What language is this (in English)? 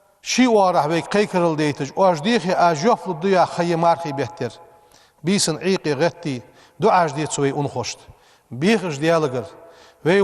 Ingush